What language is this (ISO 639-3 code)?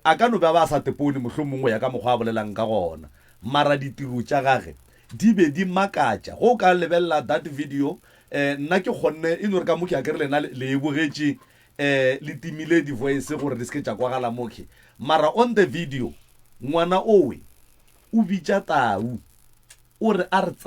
nso